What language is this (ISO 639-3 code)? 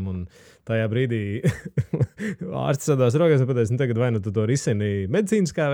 lav